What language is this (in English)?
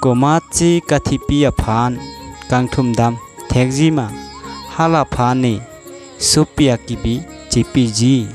Karbi